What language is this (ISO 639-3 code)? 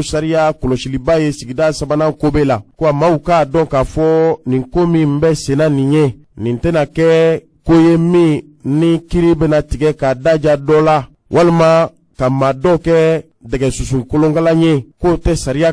bam